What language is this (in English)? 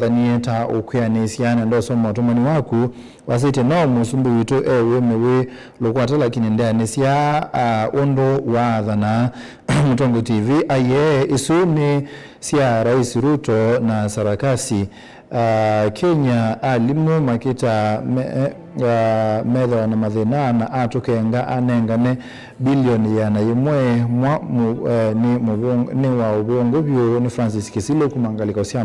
Kamba